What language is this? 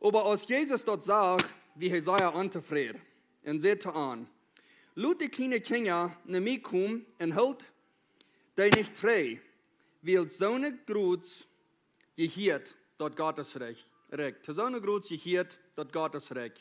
Plautdietsch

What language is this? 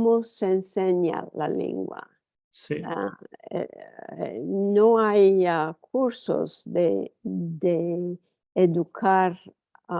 Ladino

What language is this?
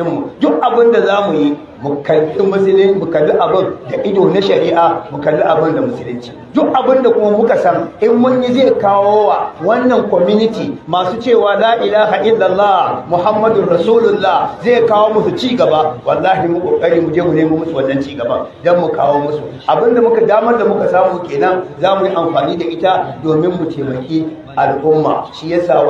Hausa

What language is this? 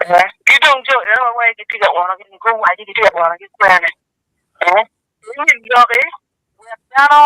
Acoli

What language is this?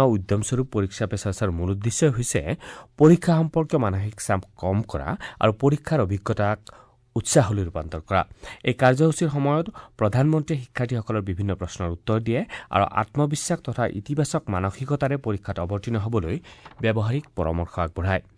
Assamese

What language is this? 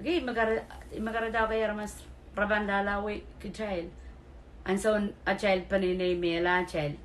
Pohnpeian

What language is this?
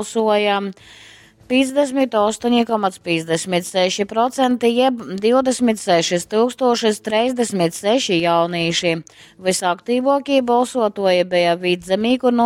Latgalian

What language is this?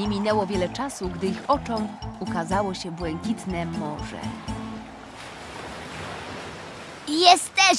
Polish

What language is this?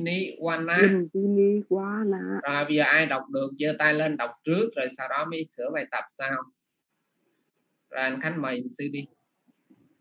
Vietnamese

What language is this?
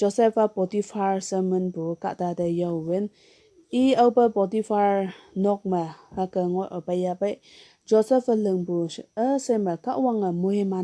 Konyak Naga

